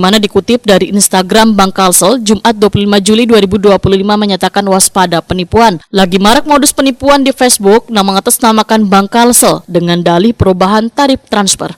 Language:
Banjar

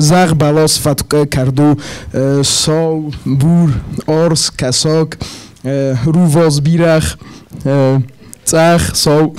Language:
Ossetic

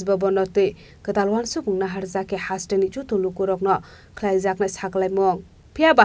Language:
Kok Borok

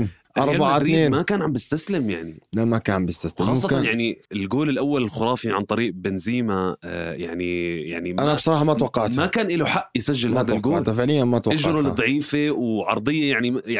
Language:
North Levantine Arabic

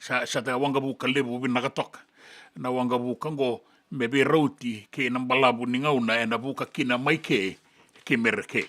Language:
Fijian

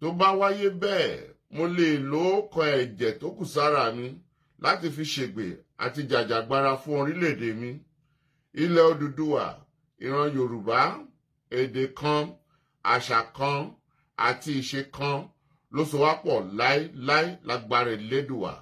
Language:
Yoruba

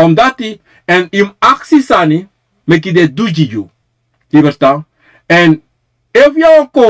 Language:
Sranan Tongo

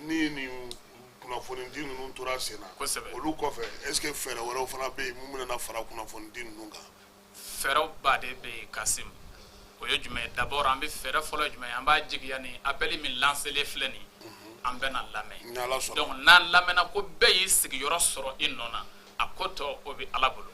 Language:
Bambara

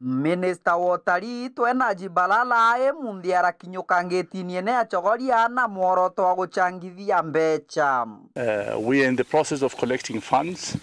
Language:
Meru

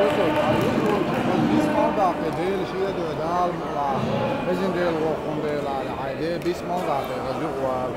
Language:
Chechen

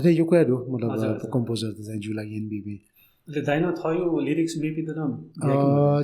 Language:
Newari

